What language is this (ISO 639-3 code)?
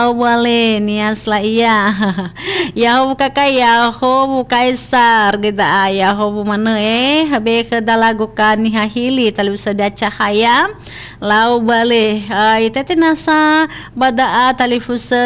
nia